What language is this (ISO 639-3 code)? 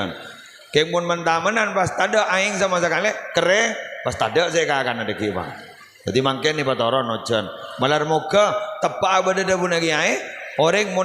mad